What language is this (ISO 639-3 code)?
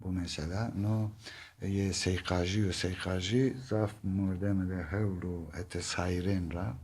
zza